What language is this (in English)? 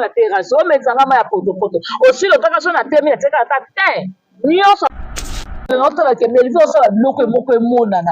Lingala